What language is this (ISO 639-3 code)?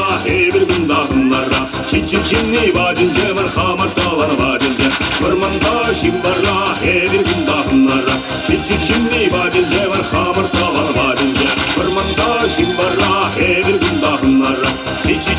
chv